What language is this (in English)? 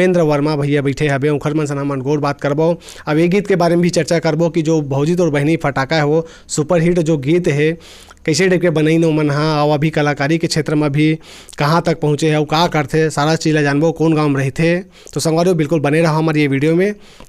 Chhattisgarhi